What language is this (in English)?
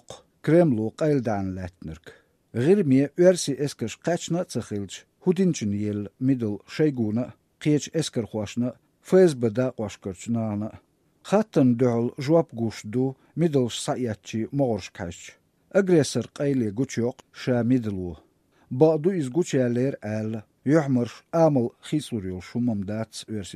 Latvian